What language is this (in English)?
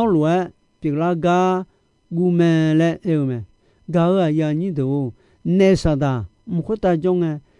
Akha